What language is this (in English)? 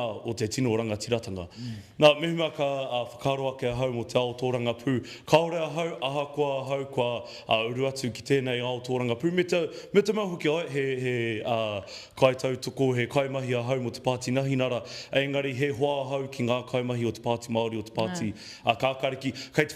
Māori